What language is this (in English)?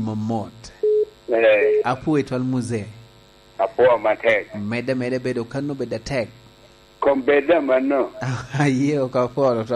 Lango (Uganda)